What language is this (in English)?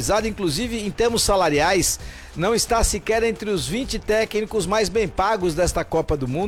Portuguese